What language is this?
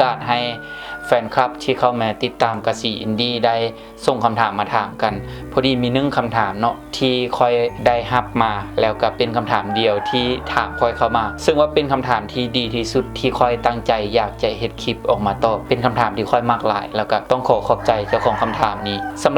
Lao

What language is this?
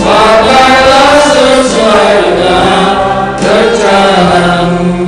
Batak Simalungun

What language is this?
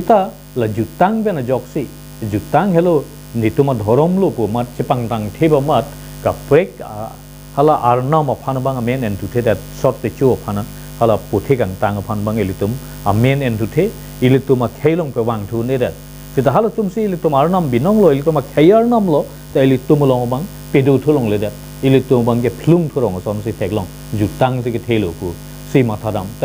Karbi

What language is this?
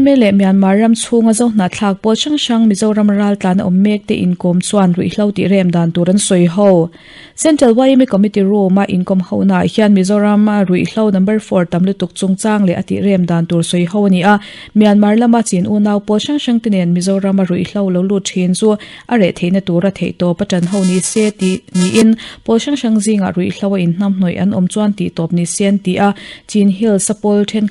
Mizo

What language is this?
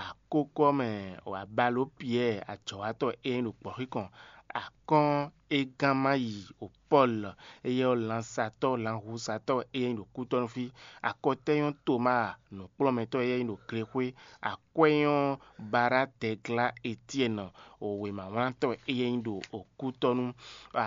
Fon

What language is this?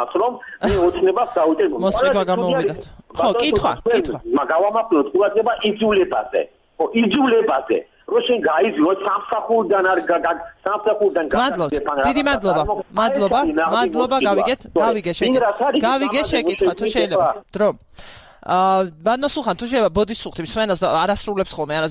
Georgian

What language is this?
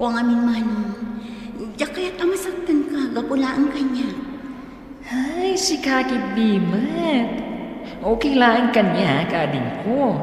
Iloko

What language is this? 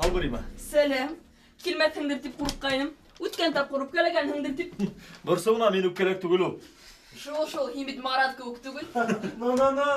Bashkir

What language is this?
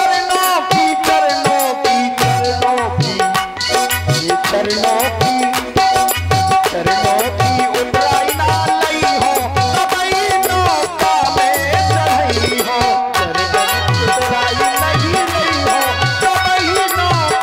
Hindi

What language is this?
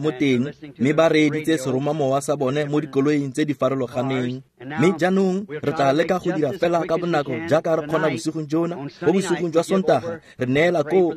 Tswana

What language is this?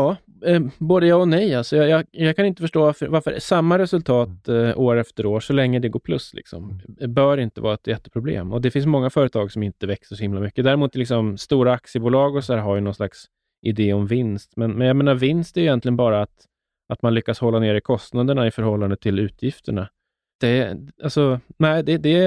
Swedish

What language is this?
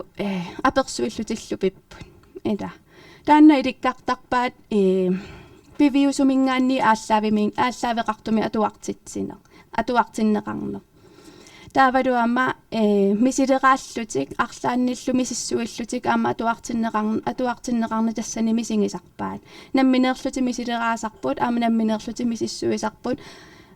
Kalaallisut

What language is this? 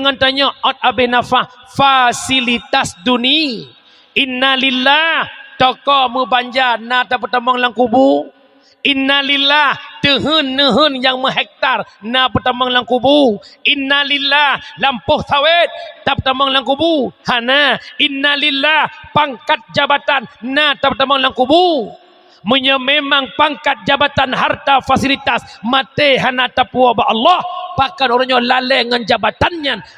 Achinese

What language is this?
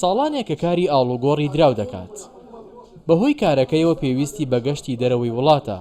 Central Kurdish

